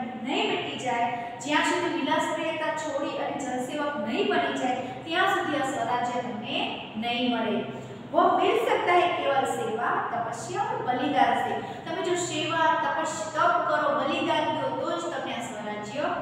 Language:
Gujarati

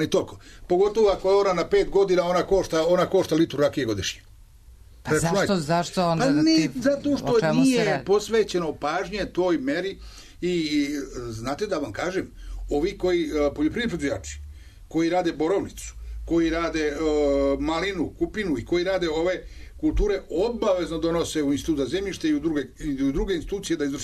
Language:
Serbian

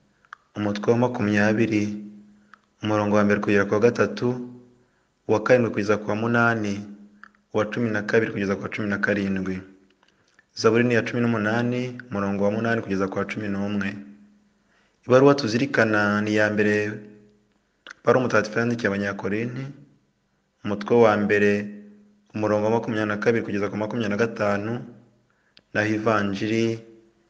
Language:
Kinyarwanda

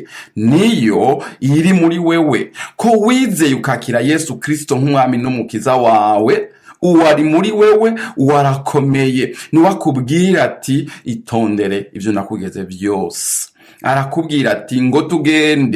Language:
Rundi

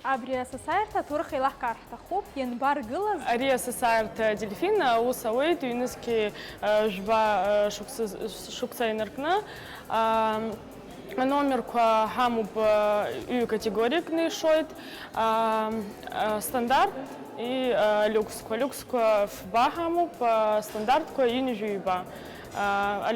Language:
Abkhazian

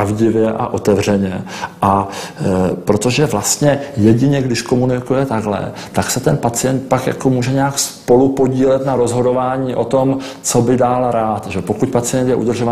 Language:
Czech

